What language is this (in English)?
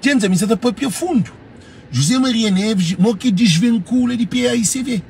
Kabuverdianu